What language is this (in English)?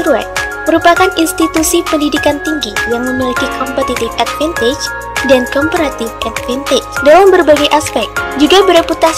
Indonesian